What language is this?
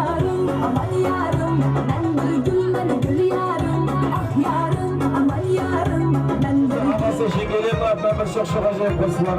Kara-Kalpak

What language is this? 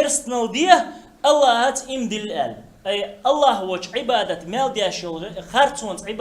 Chechen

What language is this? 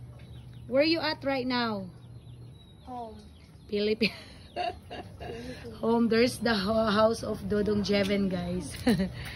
Cebuano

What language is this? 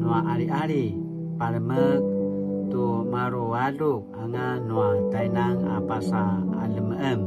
Paiwan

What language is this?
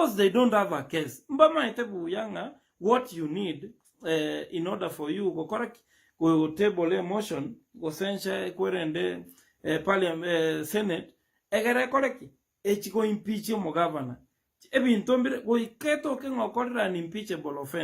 Gusii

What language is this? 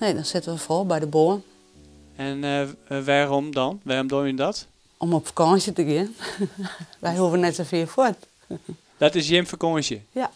Western Frisian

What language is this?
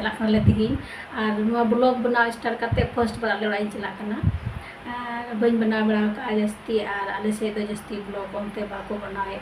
Santali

